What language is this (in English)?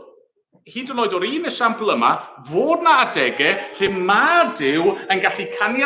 Welsh